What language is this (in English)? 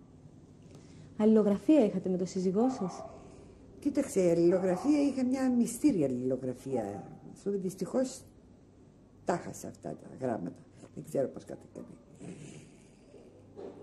Greek